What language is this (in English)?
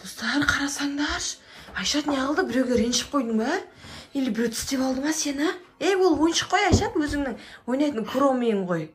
Kazakh